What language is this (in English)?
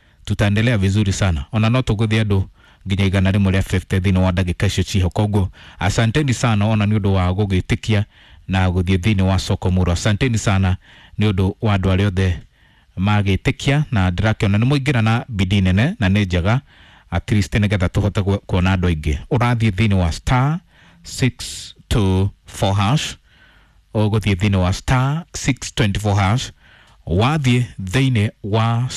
Kikuyu